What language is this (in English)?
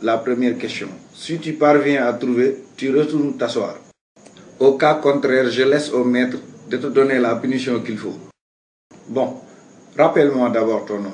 Wolof